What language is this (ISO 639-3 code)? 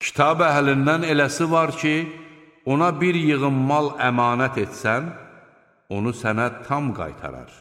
aze